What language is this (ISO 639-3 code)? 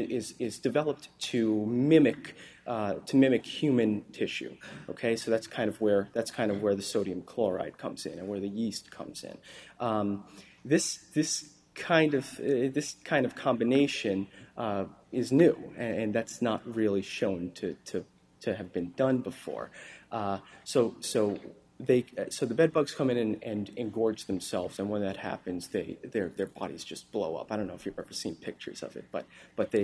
eng